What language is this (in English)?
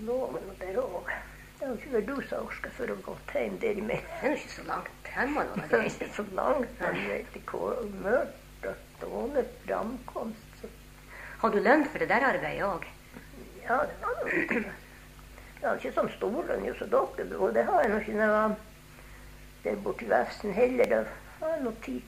Norwegian